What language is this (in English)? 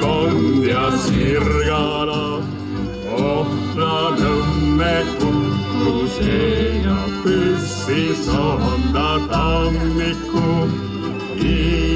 Estonian